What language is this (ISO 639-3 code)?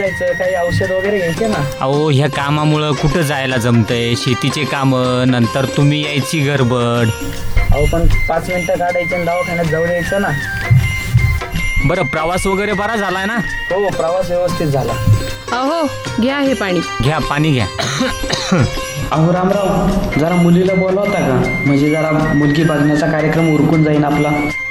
mar